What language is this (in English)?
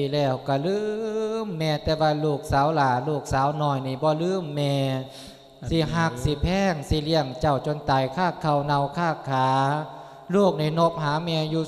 Lao